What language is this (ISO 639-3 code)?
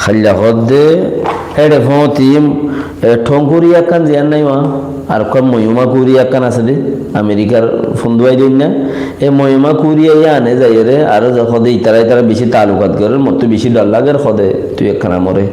rhg